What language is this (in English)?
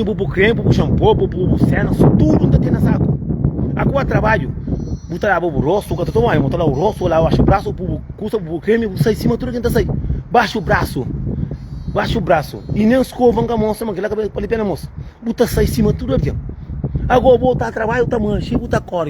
Kabuverdianu